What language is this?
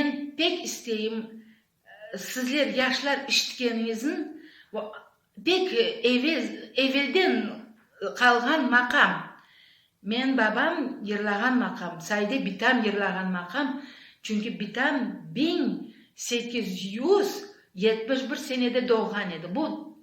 Crimean Tatar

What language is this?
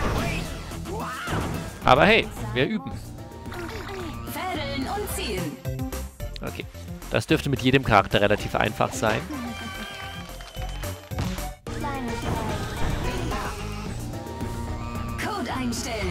German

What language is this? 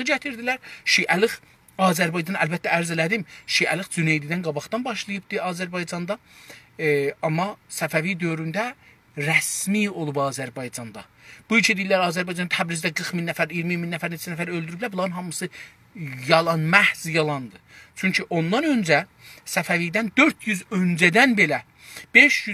South Azerbaijani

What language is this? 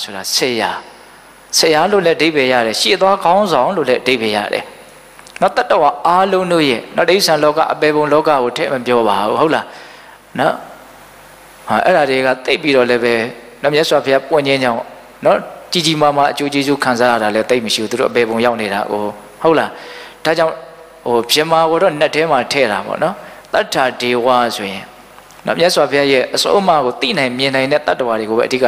Burmese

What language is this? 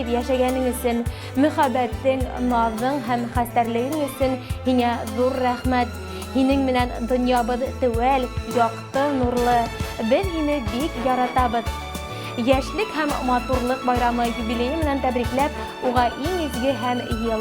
Bashkir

